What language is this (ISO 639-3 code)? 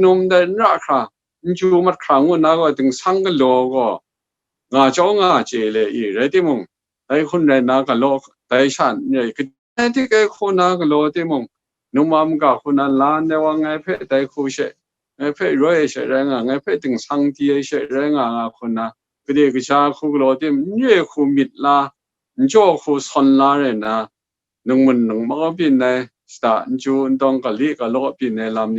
kac